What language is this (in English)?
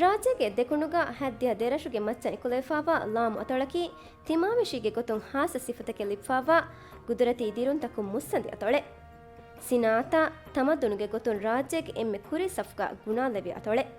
Divehi